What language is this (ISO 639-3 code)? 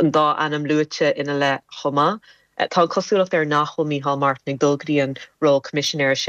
gle